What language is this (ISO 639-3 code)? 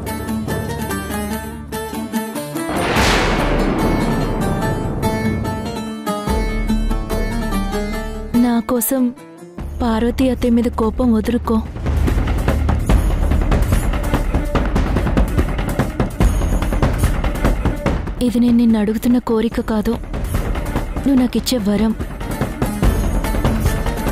tel